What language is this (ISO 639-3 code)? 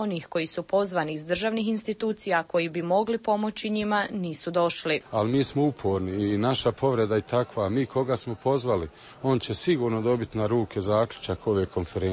bos